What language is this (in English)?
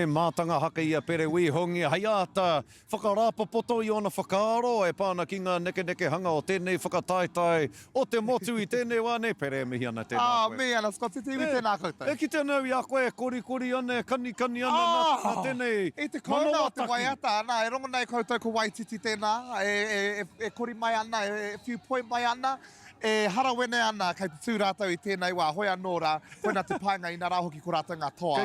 Māori